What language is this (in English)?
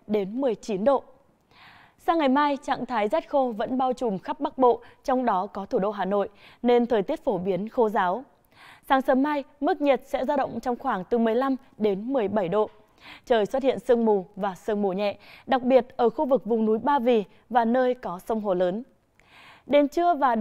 Vietnamese